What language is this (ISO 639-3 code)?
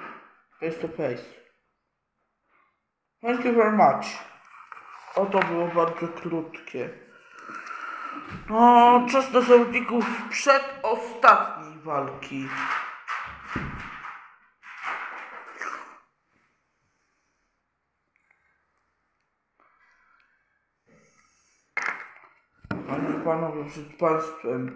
pol